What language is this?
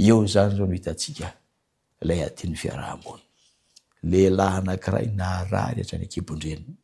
Malagasy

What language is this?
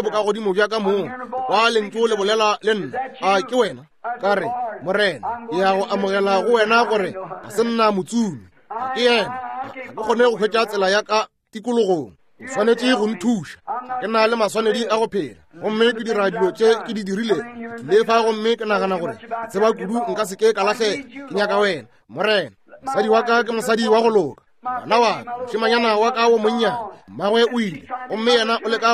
Northern Sotho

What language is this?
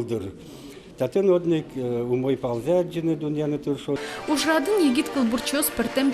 Udmurt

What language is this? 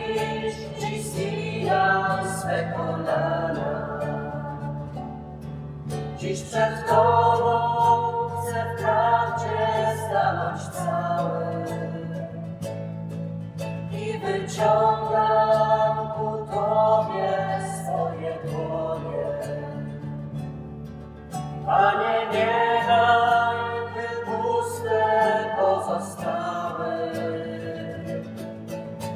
Polish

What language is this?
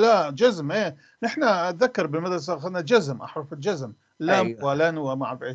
North Levantine Arabic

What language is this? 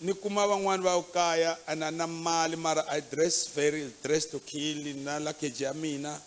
Tsonga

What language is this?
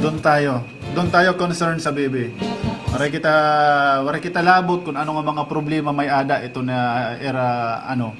Waray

